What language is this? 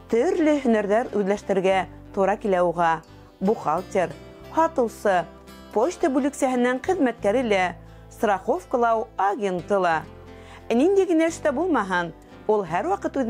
Bashkir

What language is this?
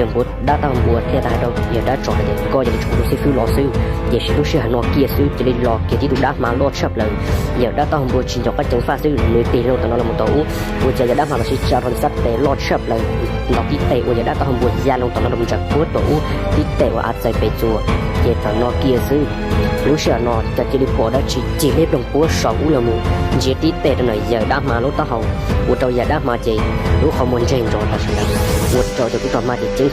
Hmong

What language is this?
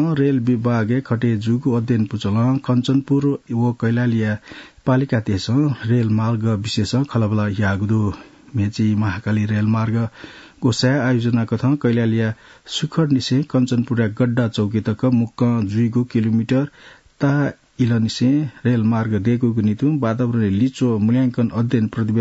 Newari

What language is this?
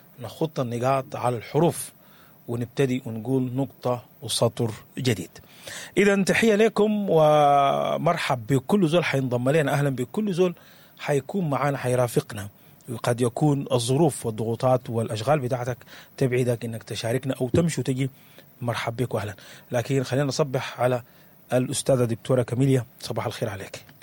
Sudanese Arabic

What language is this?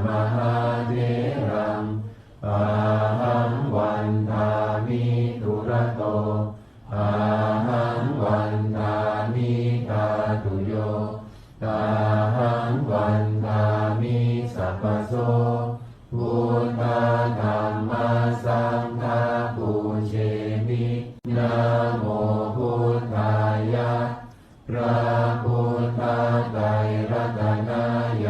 Pali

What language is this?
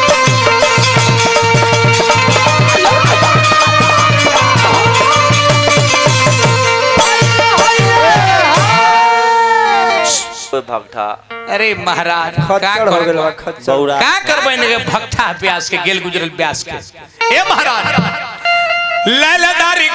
Bhojpuri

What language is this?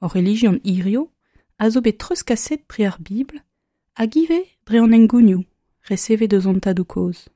Breton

